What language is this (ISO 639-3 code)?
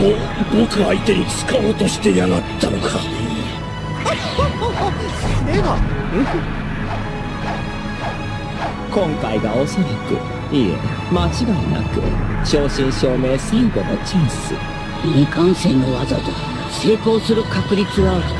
jpn